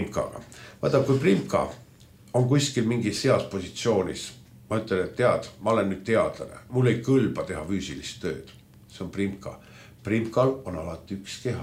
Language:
Estonian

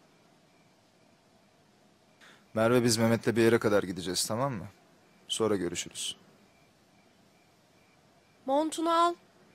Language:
Turkish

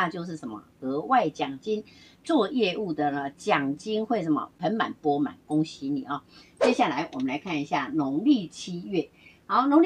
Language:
Chinese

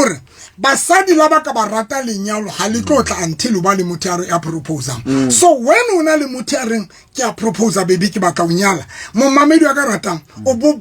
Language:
Southern Sotho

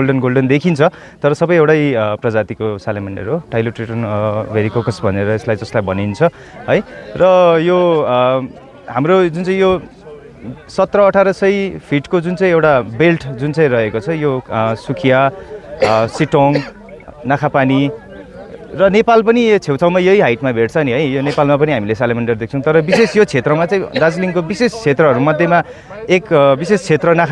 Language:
Nepali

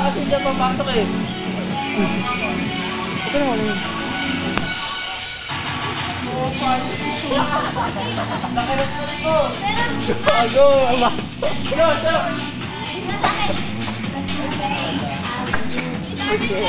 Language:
Filipino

